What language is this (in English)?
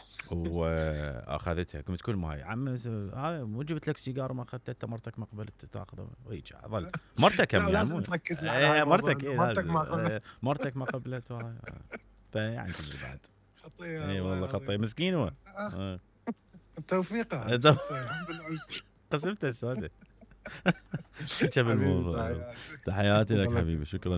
Mesopotamian Arabic